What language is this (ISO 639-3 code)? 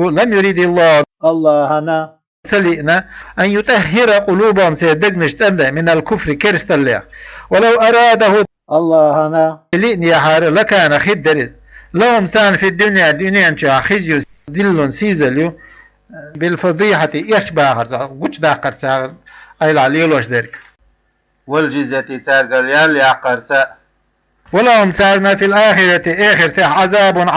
che